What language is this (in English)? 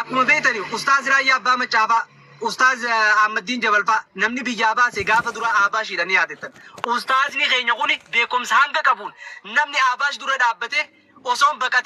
Oromo